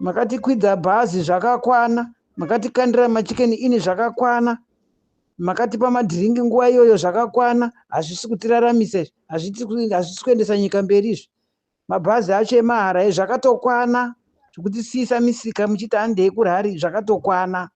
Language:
Shona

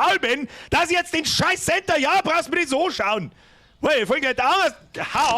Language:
Bavarian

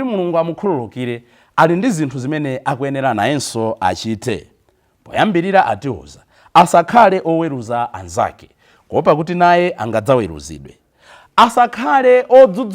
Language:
Nyanja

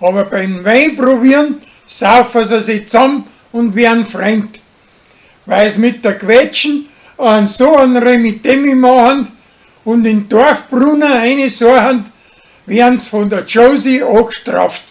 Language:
Bavarian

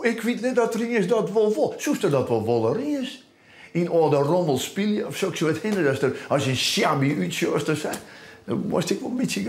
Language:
Western Frisian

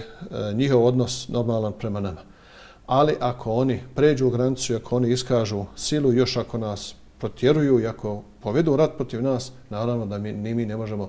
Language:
Bosnian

